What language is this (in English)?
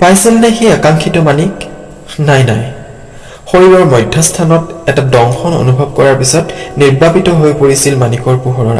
Assamese